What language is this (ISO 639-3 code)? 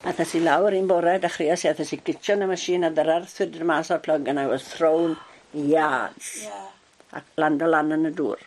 cym